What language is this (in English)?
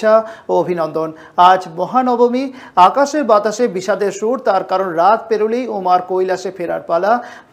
Bangla